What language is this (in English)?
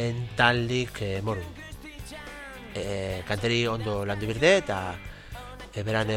Basque